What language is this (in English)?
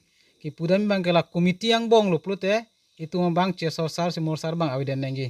Karbi